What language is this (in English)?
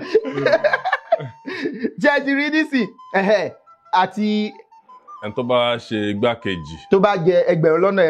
Yoruba